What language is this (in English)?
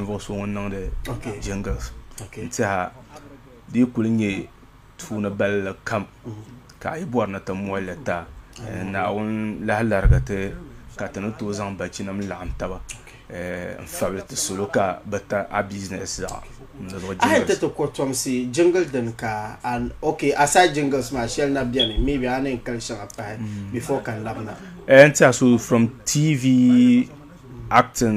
Dagbani